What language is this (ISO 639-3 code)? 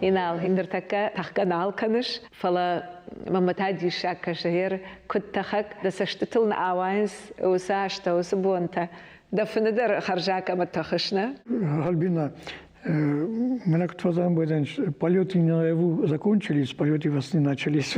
oss